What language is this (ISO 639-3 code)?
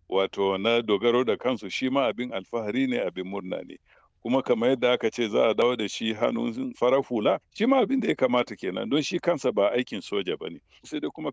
hau